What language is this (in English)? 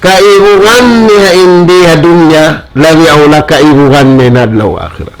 Tausug